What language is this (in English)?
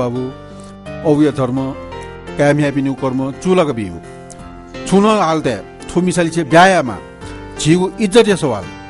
Newari